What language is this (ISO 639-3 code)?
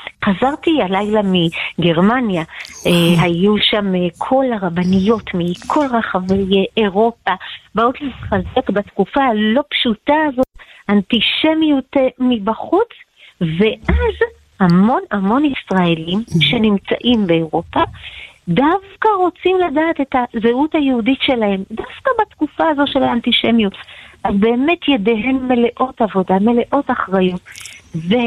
heb